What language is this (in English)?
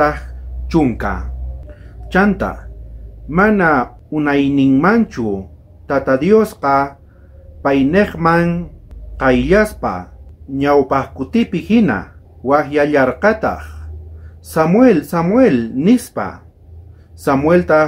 South Bolivian Quechua